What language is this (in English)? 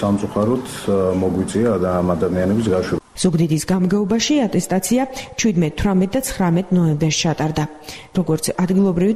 Georgian